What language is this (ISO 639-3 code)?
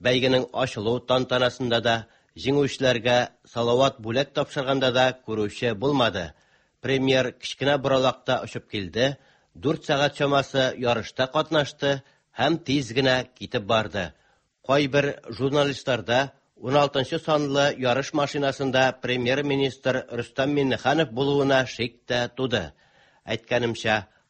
tat